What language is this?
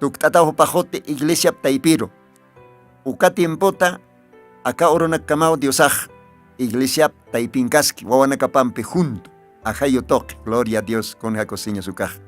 Aymara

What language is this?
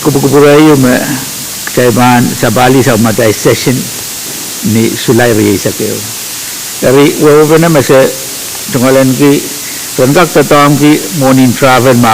Pohnpeian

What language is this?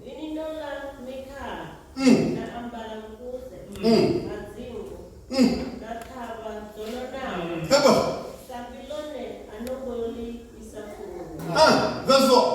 Venda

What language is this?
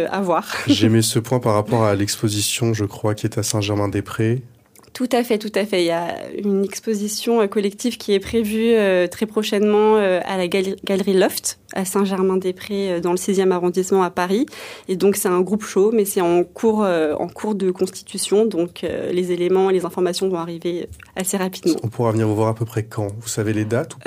French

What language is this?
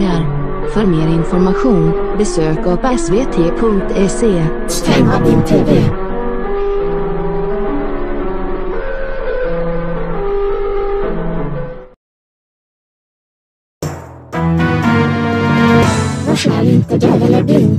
Swedish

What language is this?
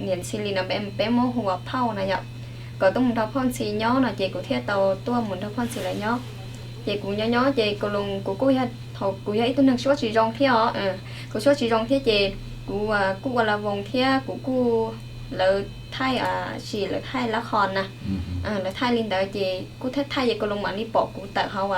Hmong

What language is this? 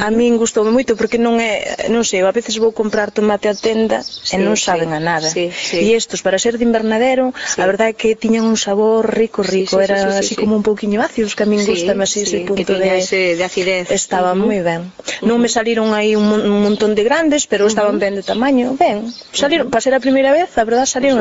Galician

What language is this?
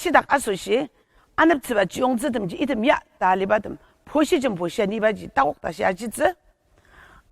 Ao Naga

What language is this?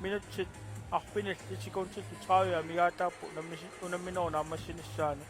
Kalaallisut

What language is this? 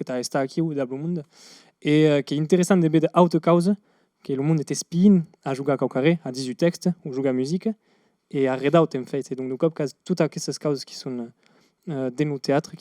Occitan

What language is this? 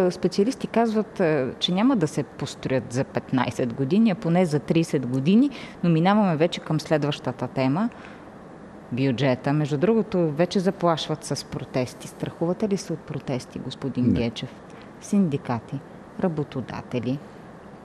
Bulgarian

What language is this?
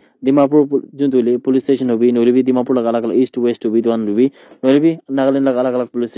Naga Pidgin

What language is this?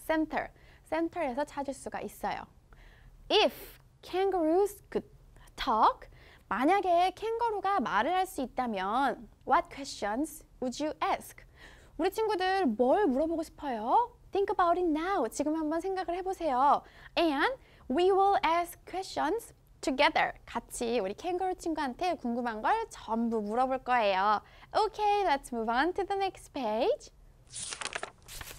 Korean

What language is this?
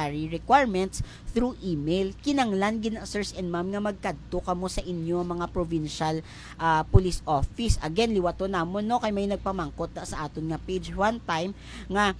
Hiligaynon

